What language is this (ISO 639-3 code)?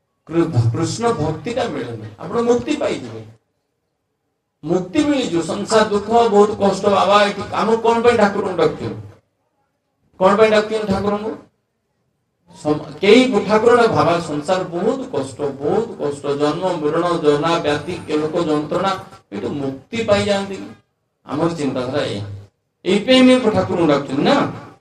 ori